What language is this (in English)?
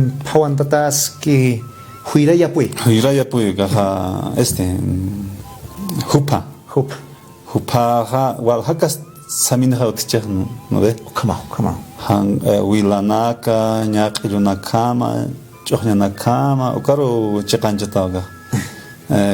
Aymara